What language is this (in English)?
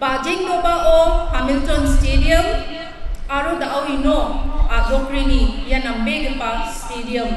Garo